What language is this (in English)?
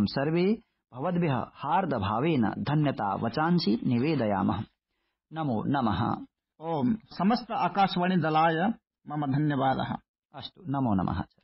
Sanskrit